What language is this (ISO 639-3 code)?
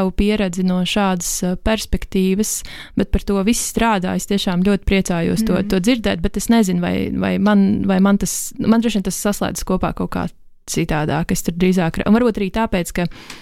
lav